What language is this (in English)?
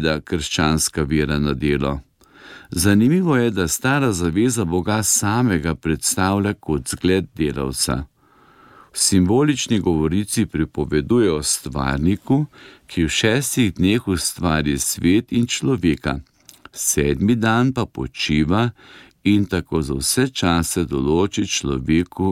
Slovenian